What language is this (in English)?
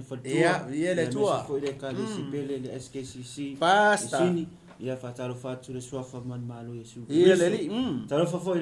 Samoan